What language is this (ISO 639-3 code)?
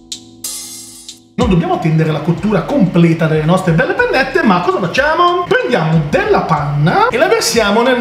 ita